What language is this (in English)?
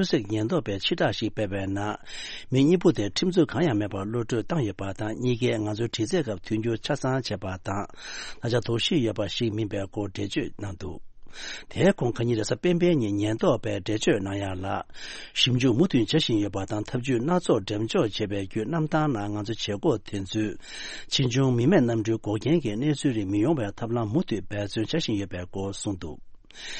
Tibetan